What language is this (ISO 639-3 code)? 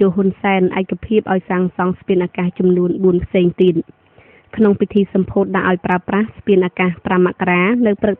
khm